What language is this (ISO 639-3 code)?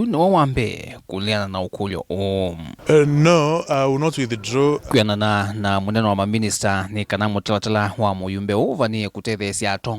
kam